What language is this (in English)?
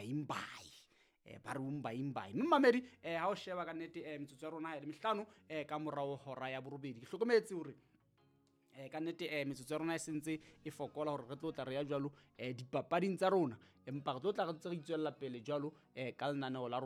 Southern Sotho